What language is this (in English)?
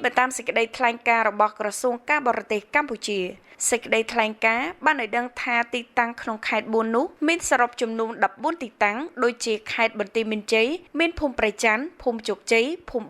Khmer